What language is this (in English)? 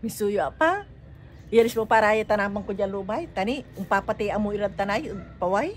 Pangasinan